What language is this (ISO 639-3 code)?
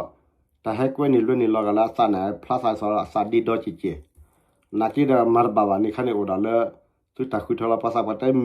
ksw